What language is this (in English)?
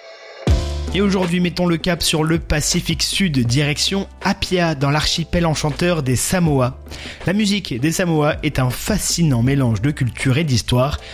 French